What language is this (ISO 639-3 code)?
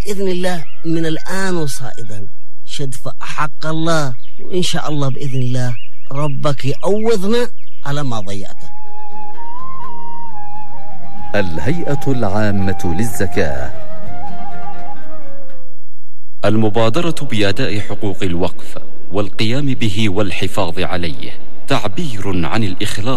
ara